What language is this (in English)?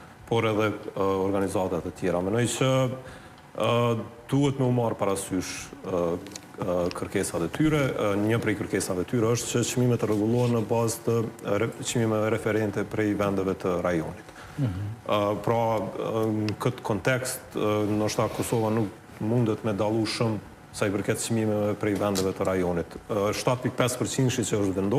Albanian